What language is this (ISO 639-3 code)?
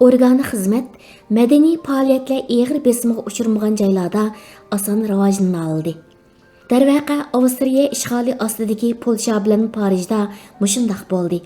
uig